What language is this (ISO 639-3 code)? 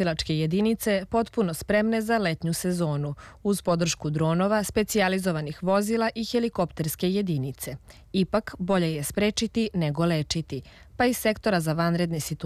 srp